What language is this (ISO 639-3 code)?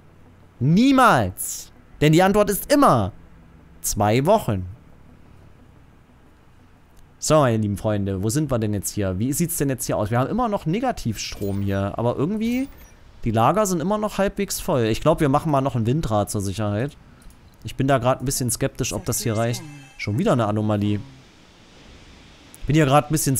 deu